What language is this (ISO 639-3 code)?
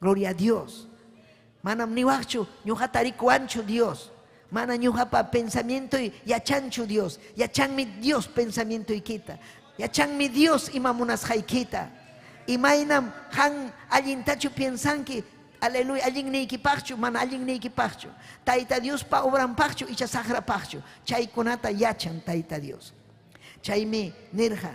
quy